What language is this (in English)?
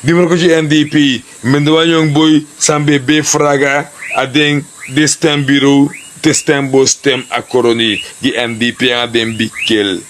Sranan Tongo